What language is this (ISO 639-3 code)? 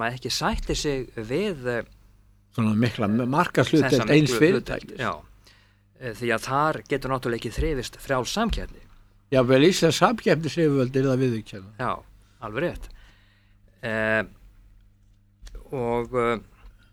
isl